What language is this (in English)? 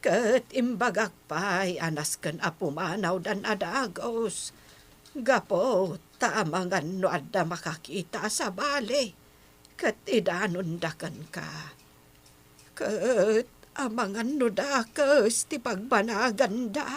Iloko